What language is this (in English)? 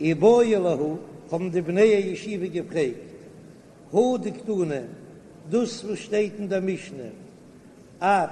Yiddish